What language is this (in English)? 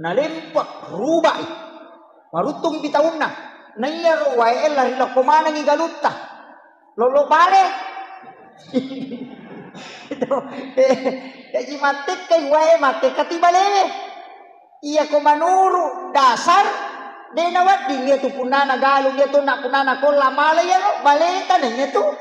Buginese